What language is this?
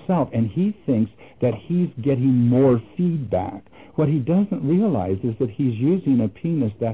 English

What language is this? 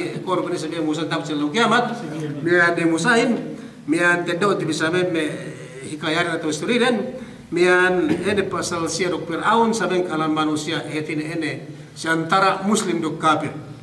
Yakan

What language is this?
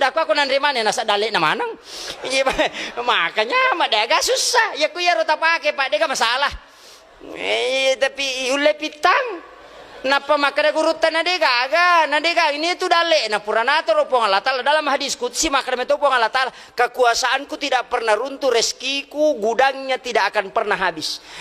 Buginese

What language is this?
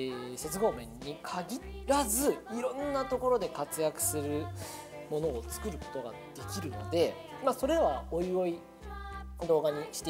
Japanese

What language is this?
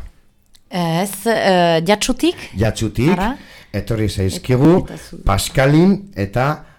Basque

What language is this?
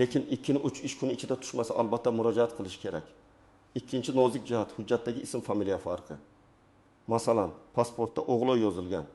Uzbek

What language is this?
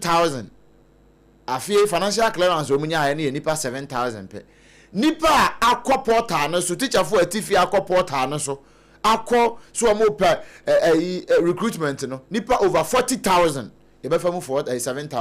Akan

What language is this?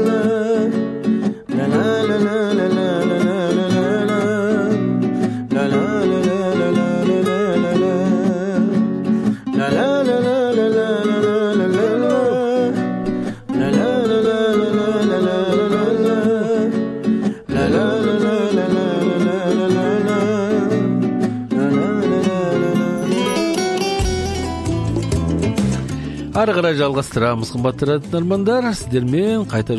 Kazakh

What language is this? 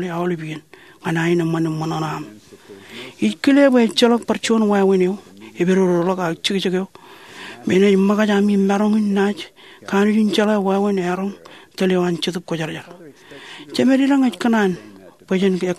Marshallese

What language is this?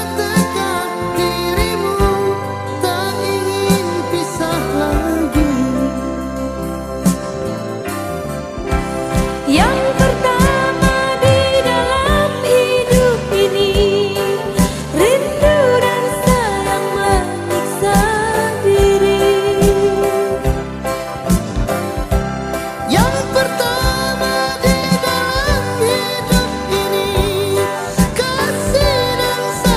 Indonesian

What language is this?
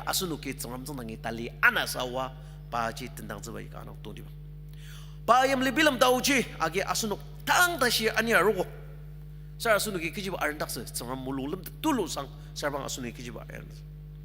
Ao Naga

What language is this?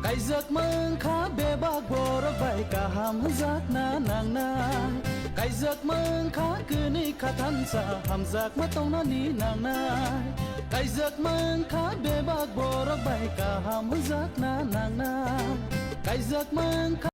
Kok Borok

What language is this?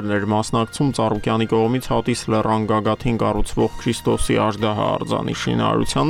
Armenian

